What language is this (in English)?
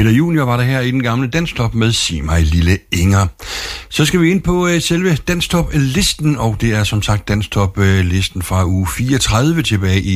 Danish